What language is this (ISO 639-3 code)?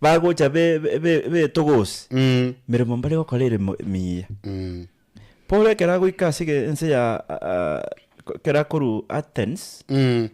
guz